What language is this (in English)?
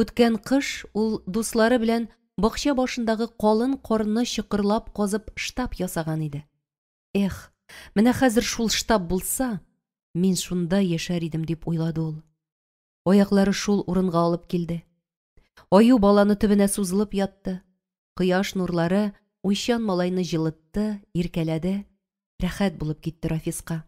Tatar